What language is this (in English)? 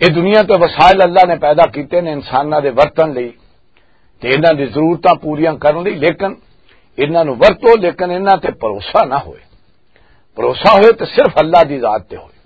Western Panjabi